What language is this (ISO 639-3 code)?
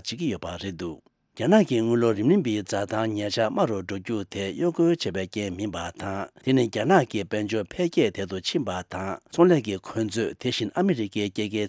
bod